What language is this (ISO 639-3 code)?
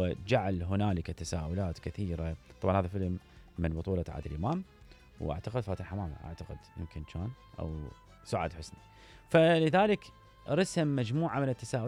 acm